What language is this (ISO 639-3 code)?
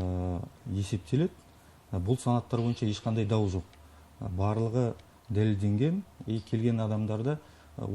kaz